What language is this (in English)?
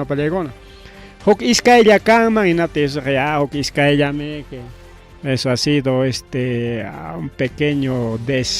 Ayacucho Quechua